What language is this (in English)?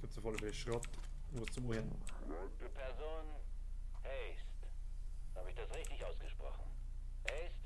Bavarian